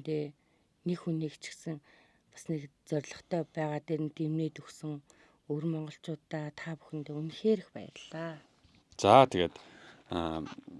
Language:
Mongolian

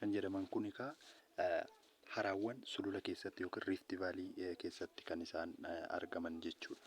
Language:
Oromo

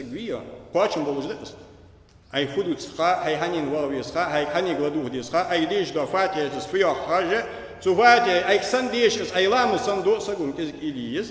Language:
Ingush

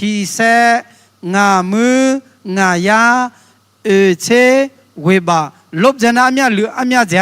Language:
Akha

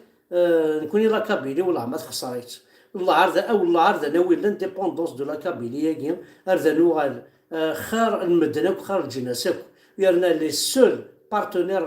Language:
Kabyle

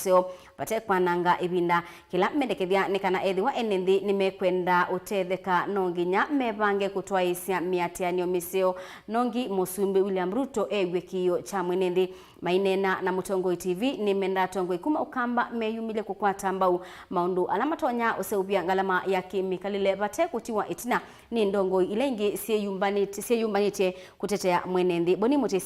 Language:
Kamba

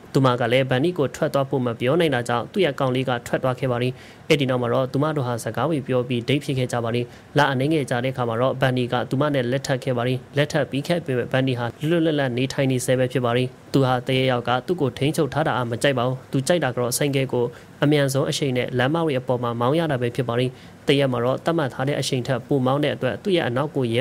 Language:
Burmese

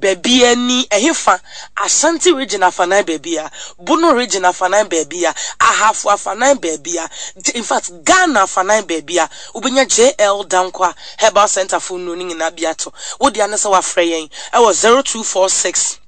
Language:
Akan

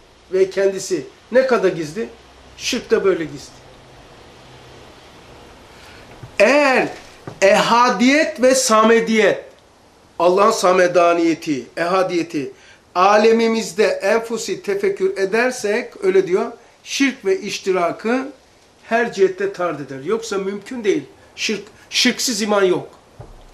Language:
Turkish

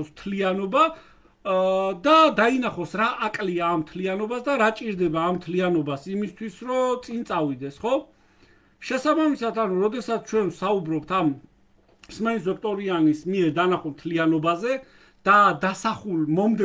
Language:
Georgian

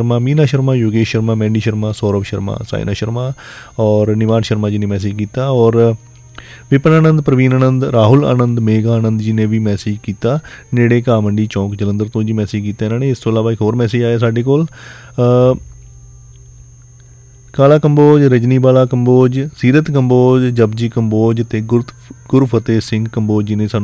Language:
Punjabi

